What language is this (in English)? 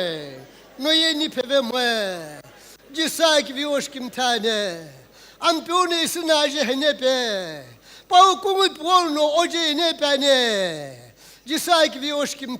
Sumi Naga